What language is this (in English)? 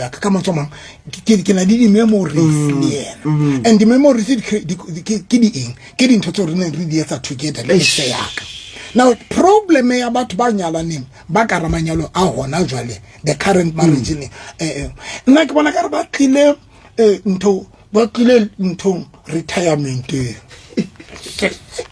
Southern Sotho